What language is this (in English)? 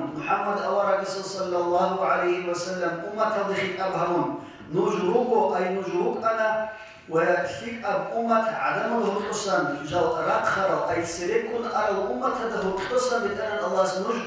Avaric